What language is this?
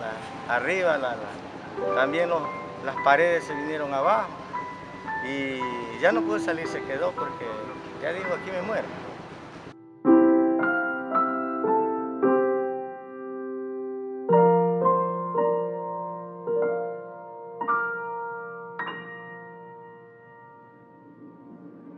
Spanish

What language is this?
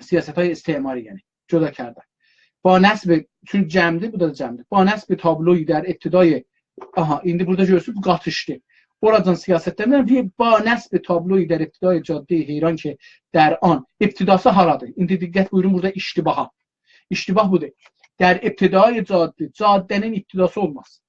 South Azerbaijani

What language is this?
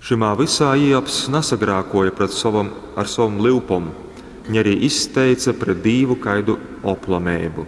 Latgalian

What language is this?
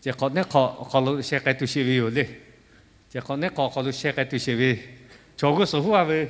Lahu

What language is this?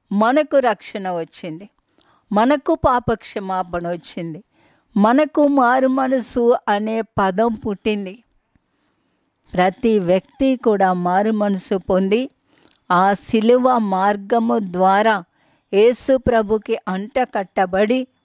Telugu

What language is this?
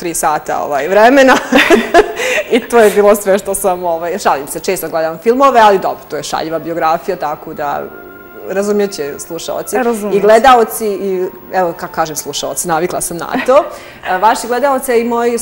Bosnian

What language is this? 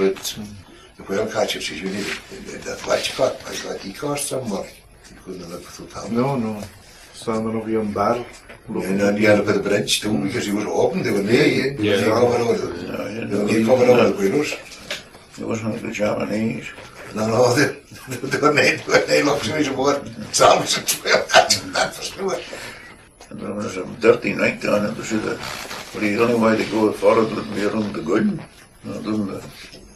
Scots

